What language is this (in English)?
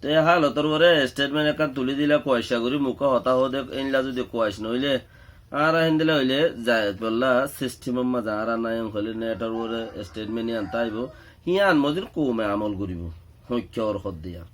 Rohingya